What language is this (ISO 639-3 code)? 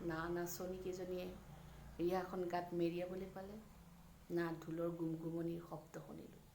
asm